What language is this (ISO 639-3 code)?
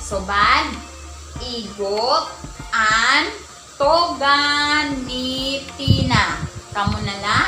war